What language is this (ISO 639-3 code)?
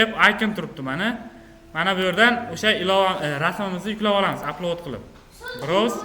uzb